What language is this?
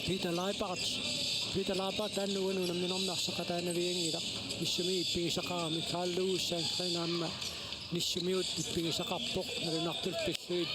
Kalaallisut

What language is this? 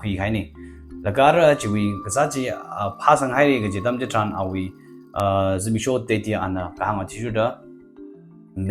Tangkhul Naga (India)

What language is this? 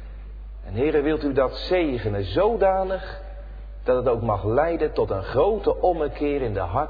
Dutch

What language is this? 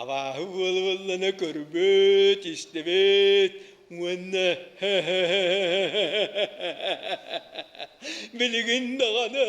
Yakut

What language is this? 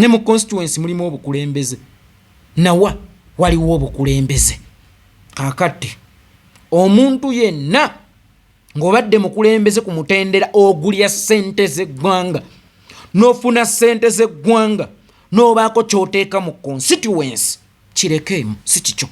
Ganda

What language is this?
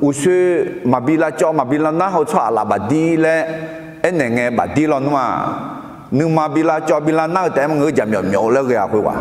Akha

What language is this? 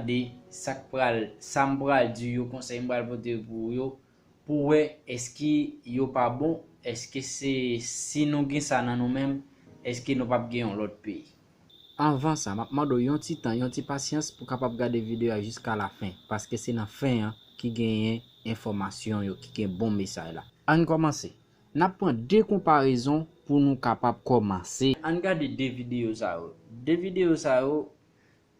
Haitian Creole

